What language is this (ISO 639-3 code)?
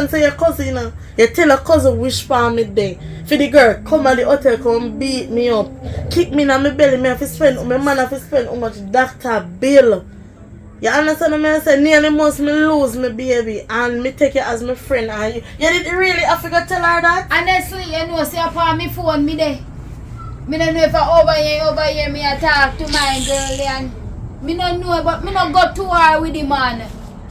jam